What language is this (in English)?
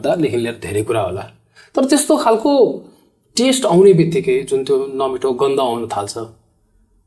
Nepali